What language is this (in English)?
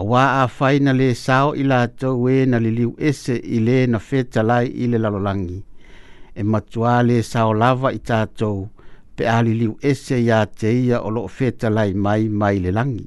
Samoan